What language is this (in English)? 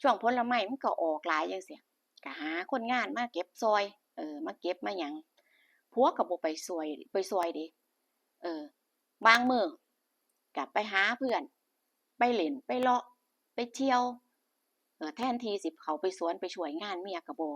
Northeastern Thai